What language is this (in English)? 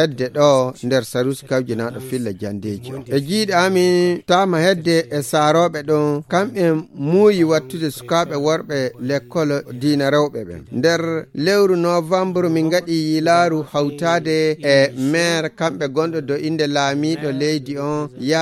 Fula